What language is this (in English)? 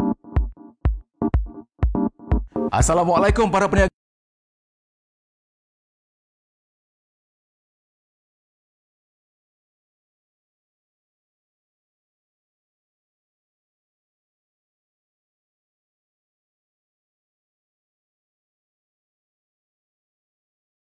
Malay